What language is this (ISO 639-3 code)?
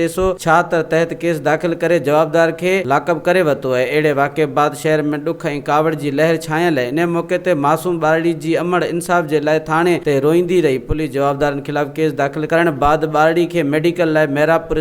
snd